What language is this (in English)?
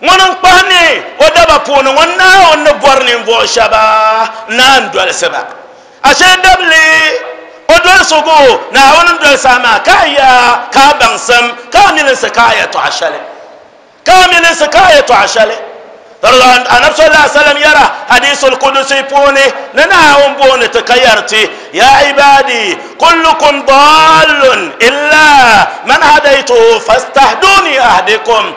Dagbani